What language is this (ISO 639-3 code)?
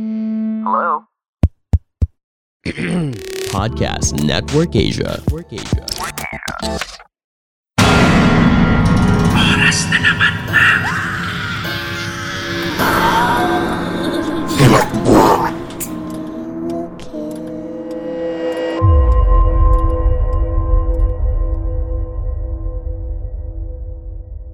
fil